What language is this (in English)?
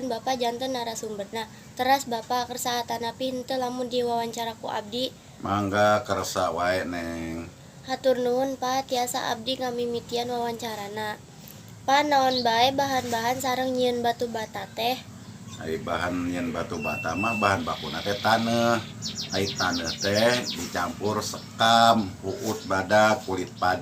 Sundanese